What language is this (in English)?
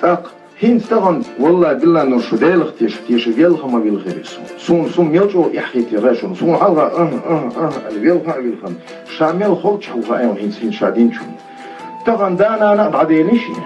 Chechen